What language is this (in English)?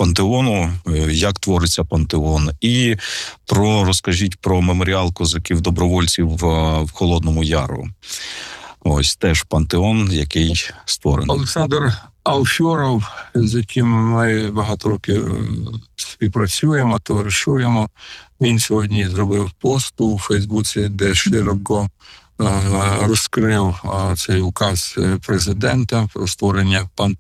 Ukrainian